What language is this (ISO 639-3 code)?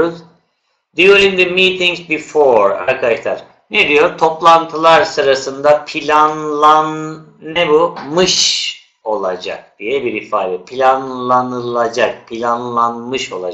tur